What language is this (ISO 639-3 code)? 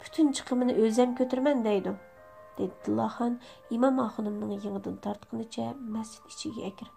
uig